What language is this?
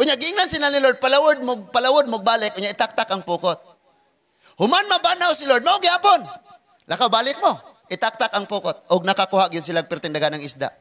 Cebuano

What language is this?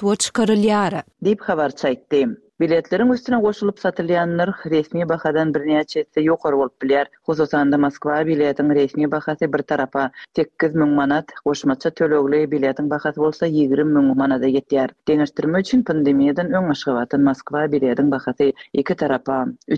Turkmen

